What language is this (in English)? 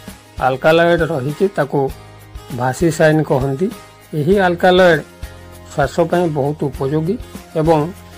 Odia